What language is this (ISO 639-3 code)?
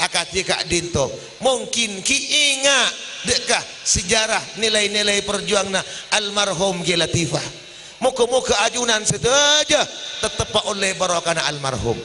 mad